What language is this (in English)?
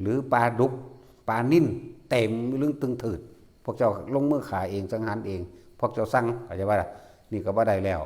Northeastern Thai